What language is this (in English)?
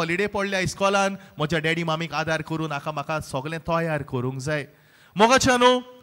Konkani